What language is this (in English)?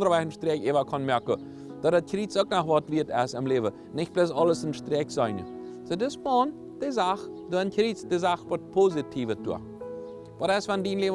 Plautdietsch